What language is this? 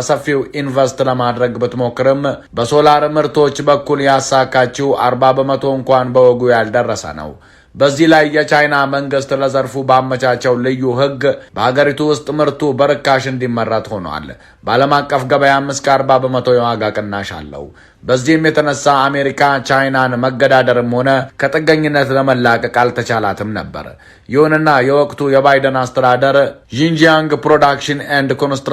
Amharic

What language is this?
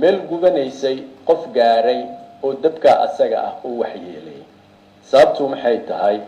Somali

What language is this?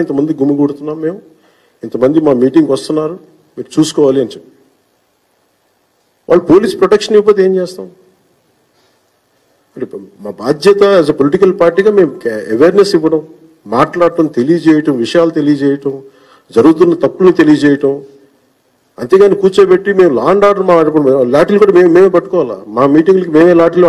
Telugu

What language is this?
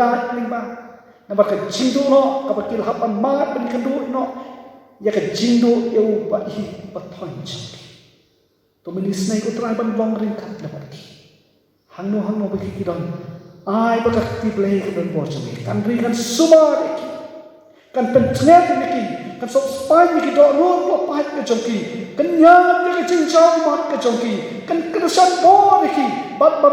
Khasi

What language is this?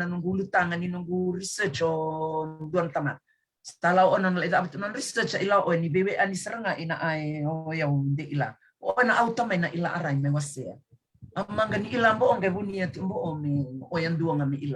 Fijian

